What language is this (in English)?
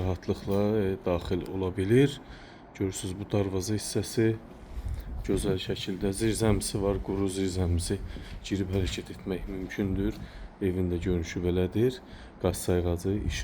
Azerbaijani